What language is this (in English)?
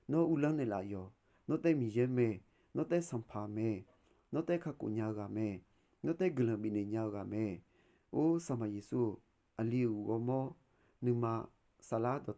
Akha